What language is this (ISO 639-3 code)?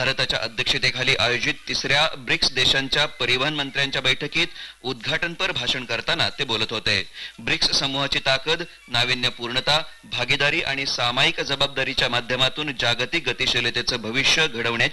mar